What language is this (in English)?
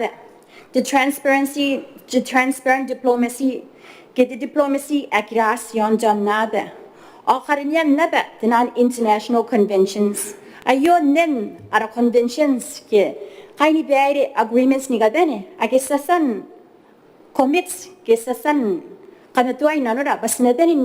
Gilbertese